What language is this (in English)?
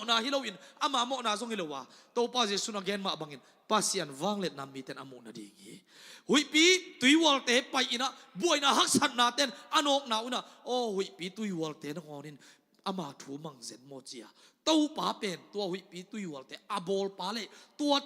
Tedim Chin